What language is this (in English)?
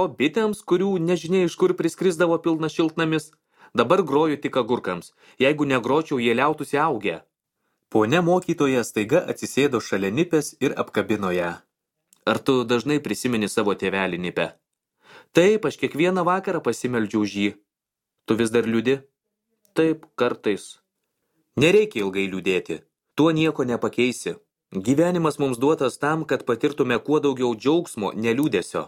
Lithuanian